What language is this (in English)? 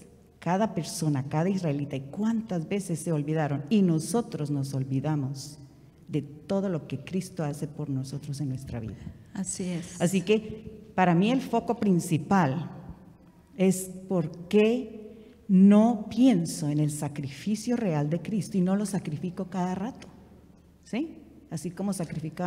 Spanish